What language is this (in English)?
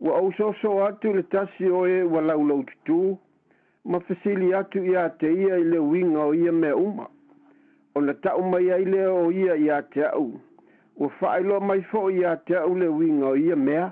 Samoan